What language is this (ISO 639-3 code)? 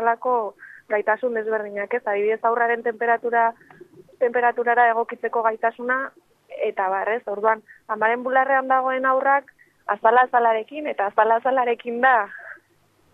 eus